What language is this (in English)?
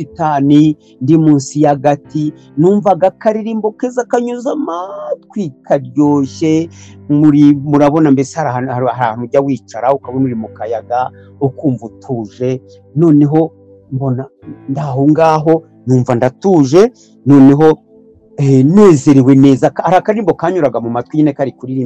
Kinyarwanda